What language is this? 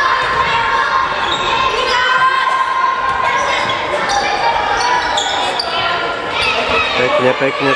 Slovak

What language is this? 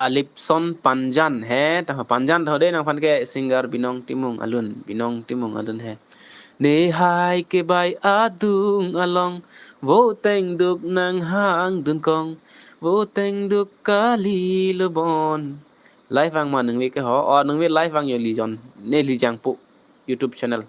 Karbi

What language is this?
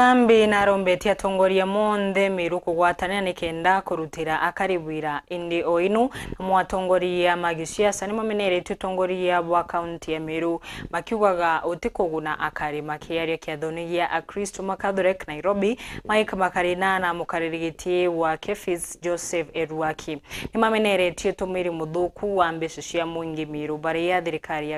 Meru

